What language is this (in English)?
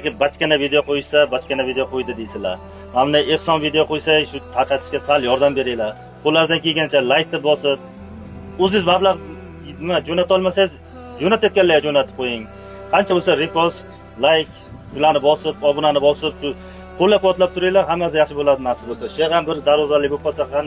Uzbek